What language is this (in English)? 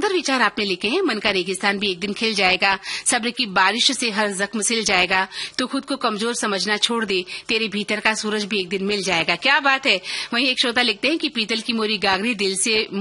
Hindi